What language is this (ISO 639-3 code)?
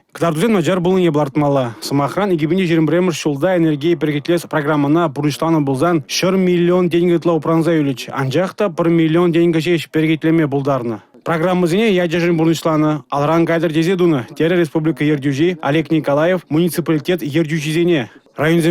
chv